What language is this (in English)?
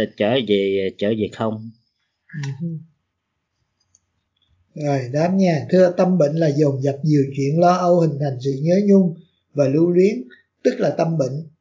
Vietnamese